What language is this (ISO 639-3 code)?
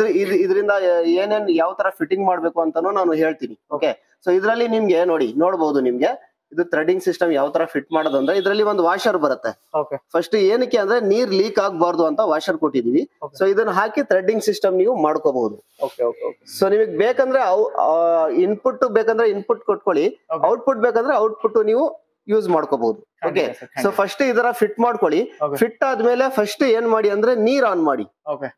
kan